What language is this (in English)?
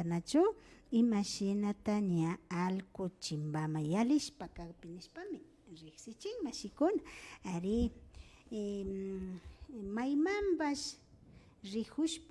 Imbabura Highland Quichua